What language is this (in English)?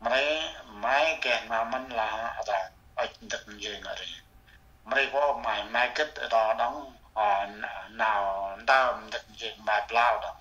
Central Mnong